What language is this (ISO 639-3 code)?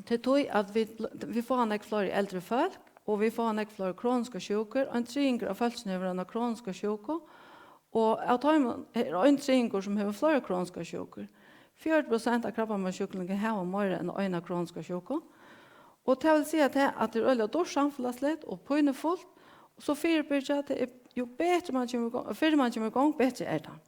fao